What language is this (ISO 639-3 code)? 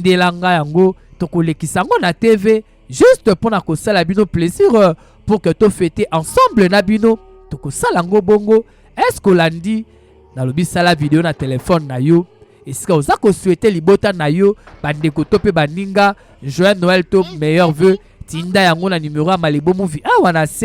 lin